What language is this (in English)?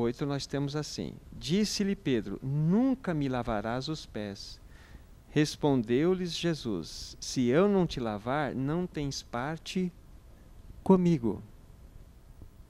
Portuguese